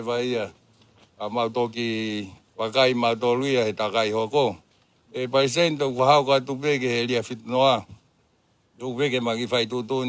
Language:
Tongan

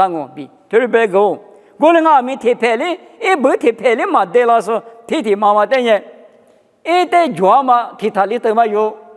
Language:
Lisu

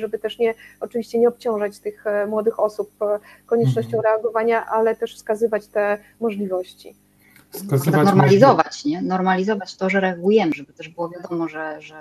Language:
Polish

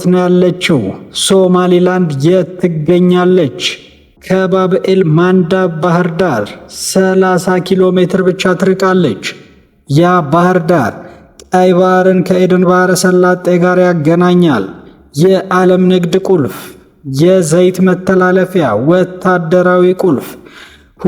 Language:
Amharic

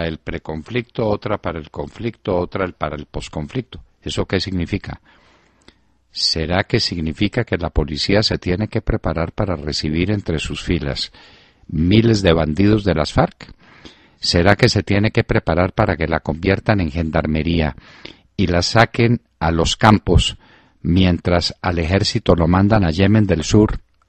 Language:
Spanish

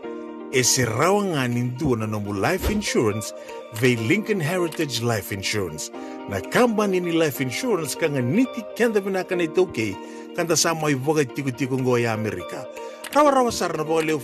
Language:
Fijian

